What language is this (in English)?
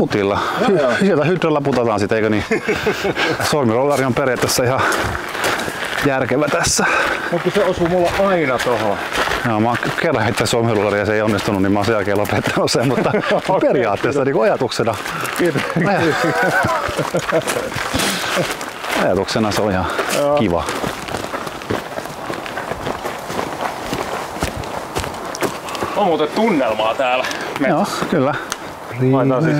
Finnish